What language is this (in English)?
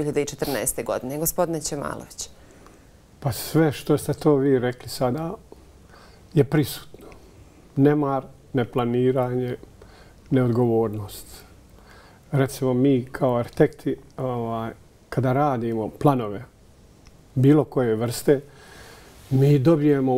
Bosnian